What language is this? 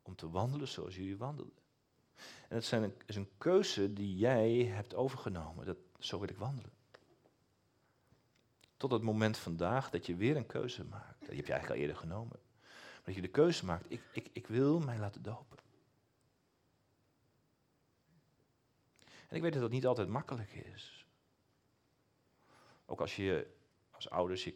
Dutch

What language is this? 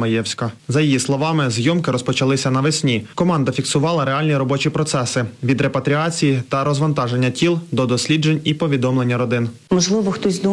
Ukrainian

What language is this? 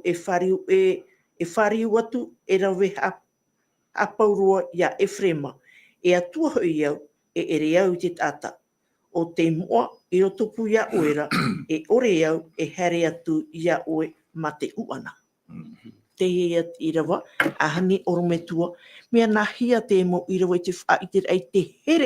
Tahitian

